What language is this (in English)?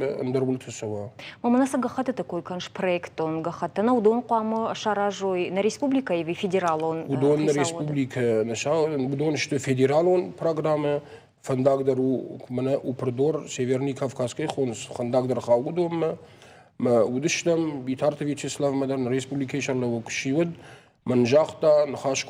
Ossetic